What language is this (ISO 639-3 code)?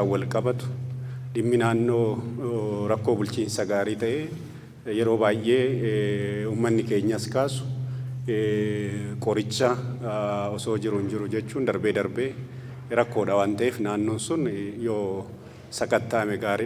orm